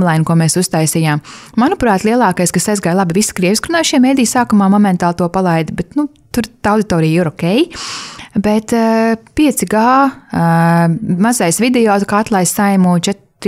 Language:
Latvian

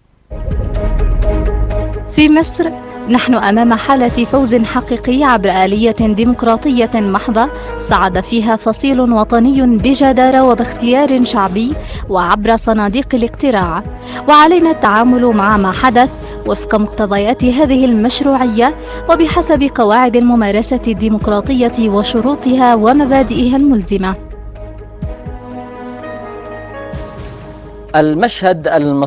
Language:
Arabic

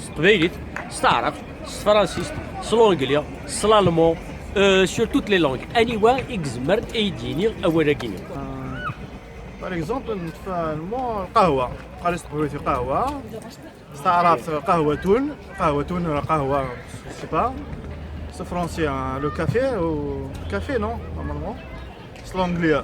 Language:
Kabyle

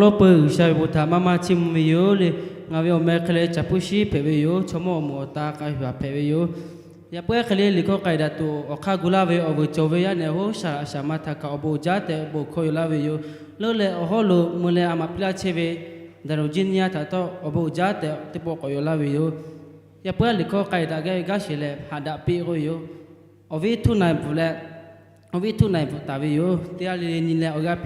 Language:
Lahu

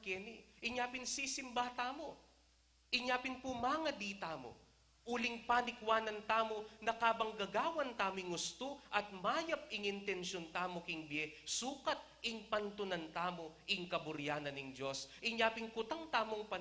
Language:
Pampanga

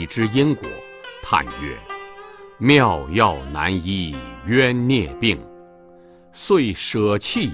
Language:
Chinese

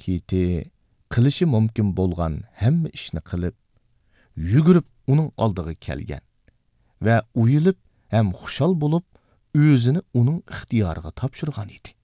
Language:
Uyghur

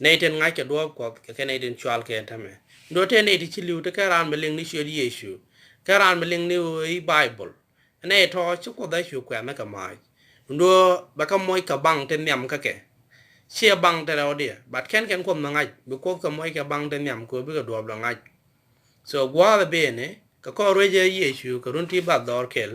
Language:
Nuer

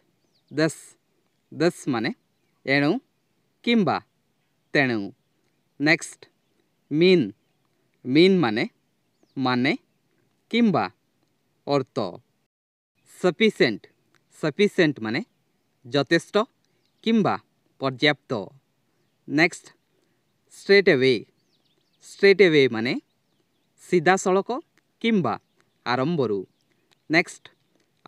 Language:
Odia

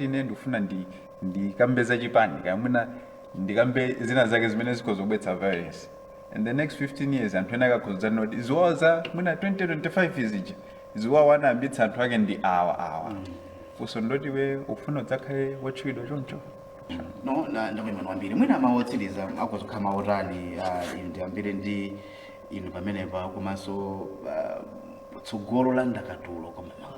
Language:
Nyanja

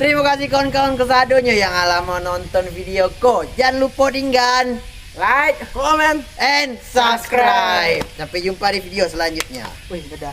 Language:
Minangkabau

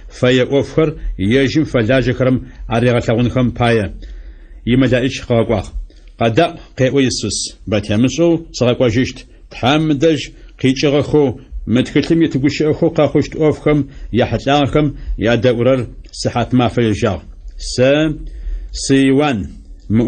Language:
Adyghe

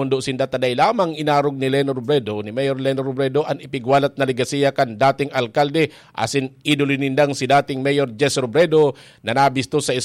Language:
Bikol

